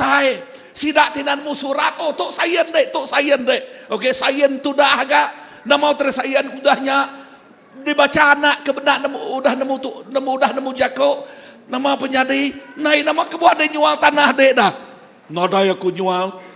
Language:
Iban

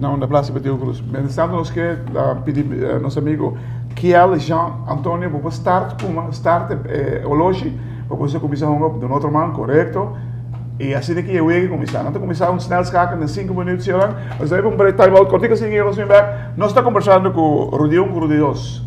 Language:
Papiamento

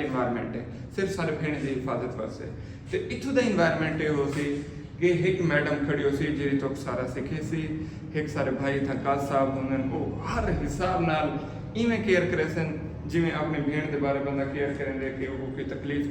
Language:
Saraiki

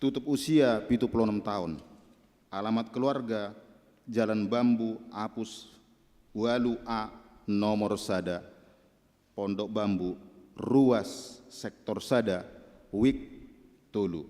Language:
Batak Toba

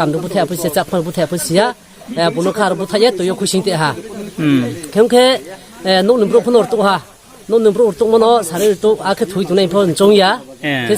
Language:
Riang (India)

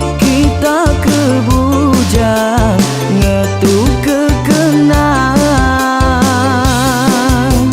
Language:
Iban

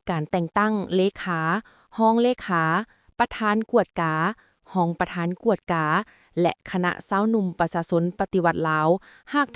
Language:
Lao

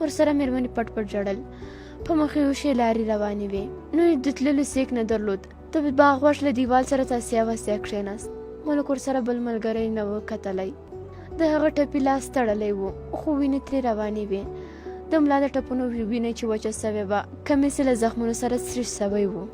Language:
Pashto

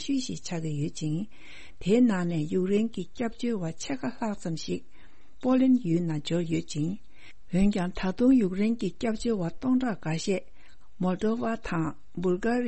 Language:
Tibetan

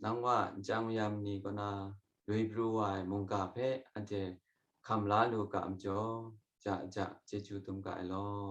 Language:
Kachin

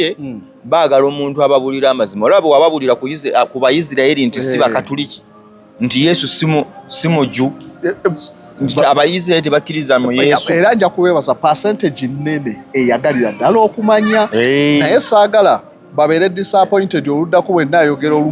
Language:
Ganda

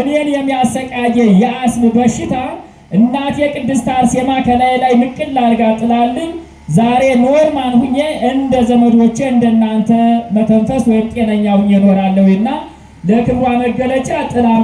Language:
Amharic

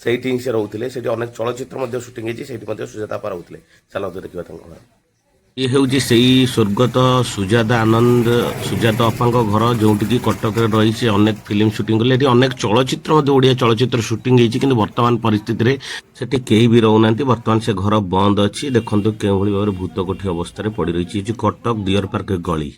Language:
Odia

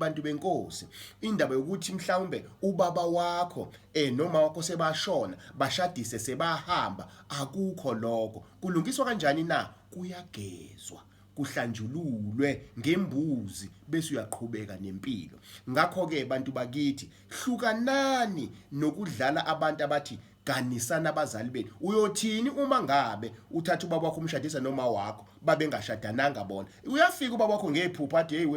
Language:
Zulu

